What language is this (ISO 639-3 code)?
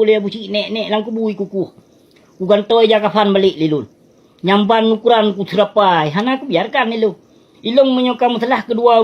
ace